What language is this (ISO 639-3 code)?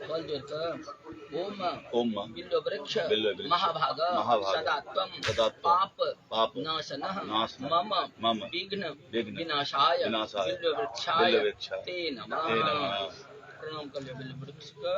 mai